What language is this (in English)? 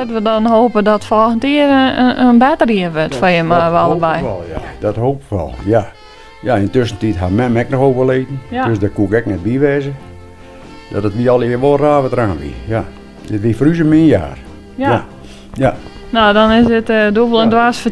Western Frisian